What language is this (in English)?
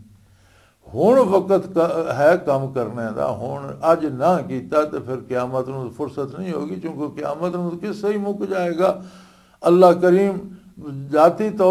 Western Panjabi